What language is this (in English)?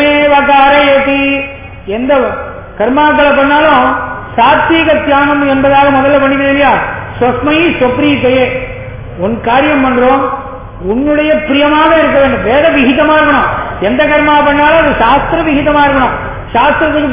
Tamil